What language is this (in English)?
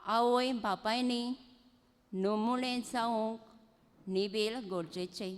Konkani